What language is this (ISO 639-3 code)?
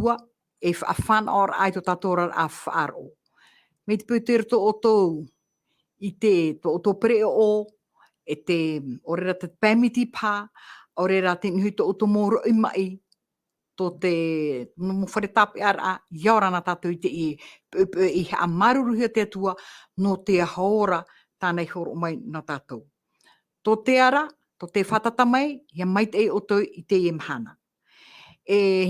tah